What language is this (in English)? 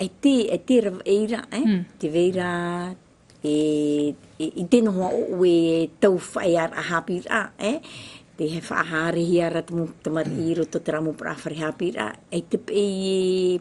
Tahitian